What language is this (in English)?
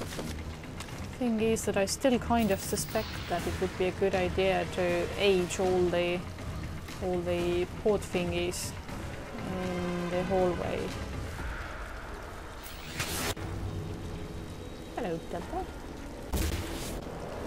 English